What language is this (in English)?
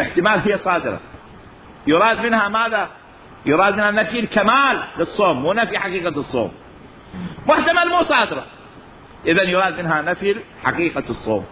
Mesopotamian Arabic